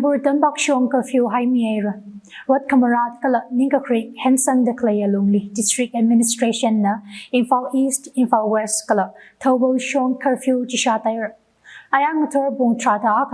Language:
Tangkhul Naga (India)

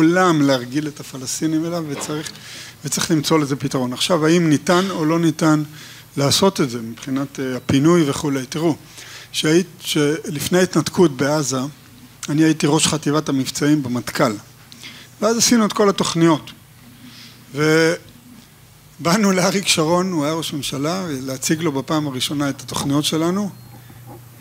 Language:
Hebrew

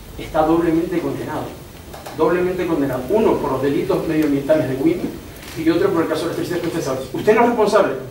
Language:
Spanish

